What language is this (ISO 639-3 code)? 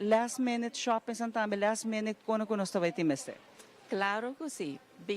pap